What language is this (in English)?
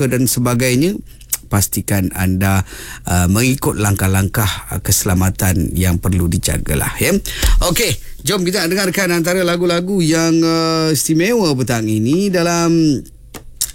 Malay